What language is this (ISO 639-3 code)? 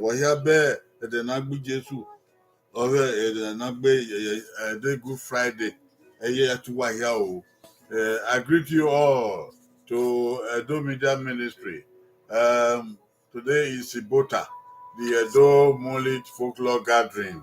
bin